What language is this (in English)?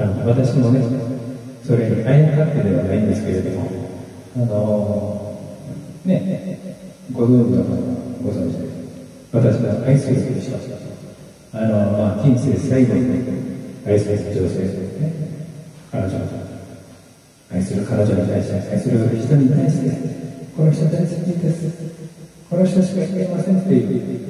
Japanese